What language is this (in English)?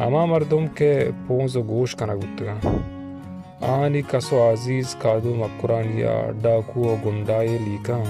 Baluchi